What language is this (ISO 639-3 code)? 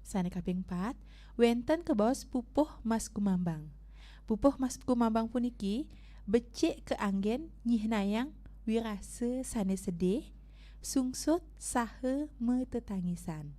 ban